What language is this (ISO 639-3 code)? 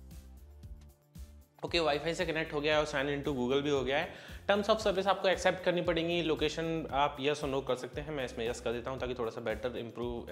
hin